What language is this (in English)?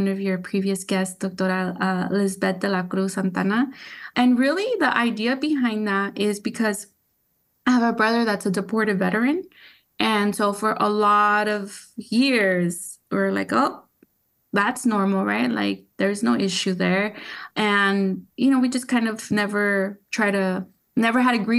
English